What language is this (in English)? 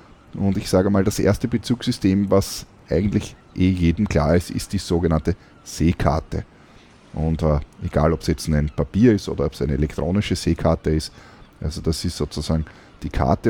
German